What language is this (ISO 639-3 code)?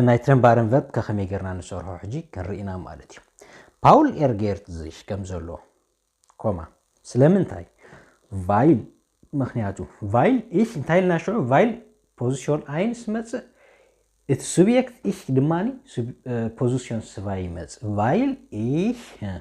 tir